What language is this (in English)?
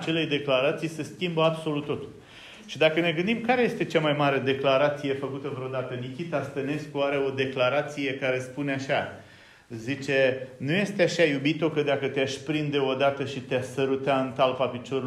Romanian